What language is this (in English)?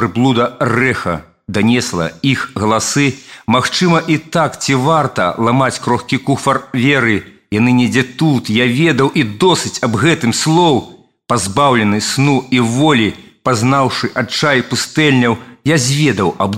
Belarusian